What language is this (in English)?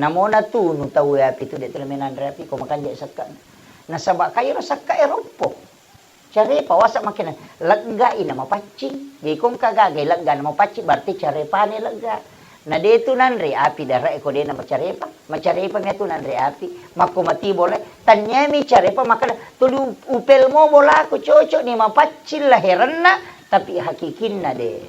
Buginese